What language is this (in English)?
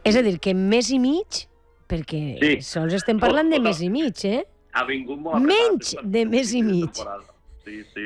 Catalan